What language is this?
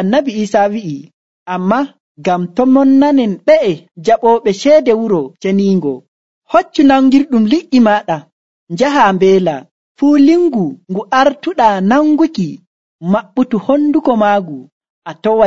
Nigerian Fulfulde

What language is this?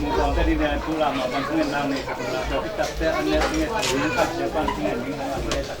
Tedim Chin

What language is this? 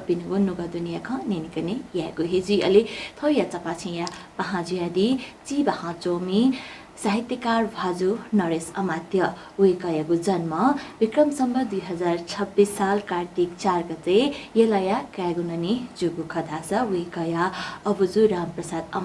Newari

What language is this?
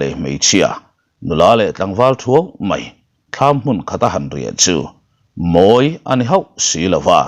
Mizo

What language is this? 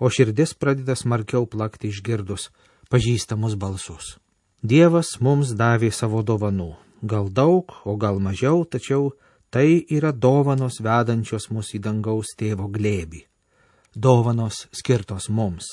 Lithuanian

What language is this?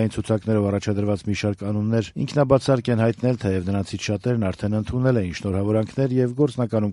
Armenian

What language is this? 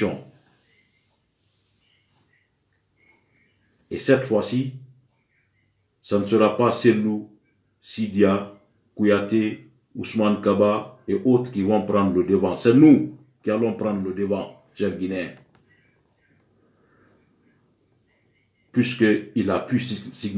French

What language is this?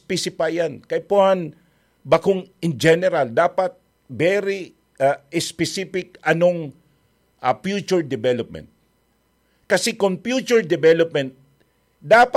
Bikol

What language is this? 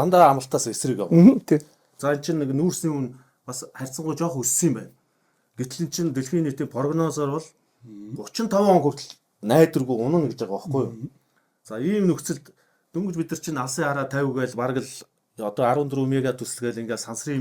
Mongolian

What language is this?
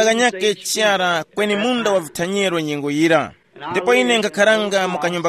Tumbuka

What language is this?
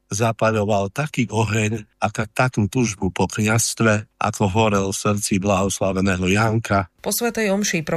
Slovak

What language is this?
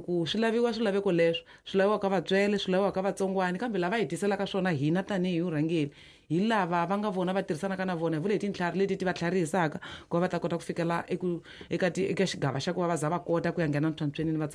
Tsonga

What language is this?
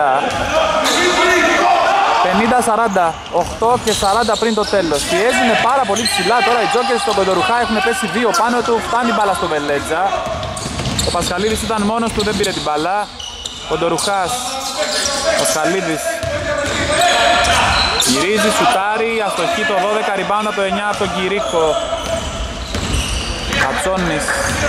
Greek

